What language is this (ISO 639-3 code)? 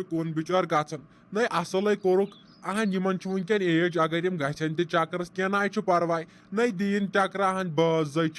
kas